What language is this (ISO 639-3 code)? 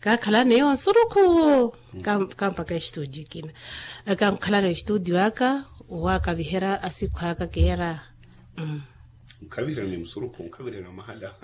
vmw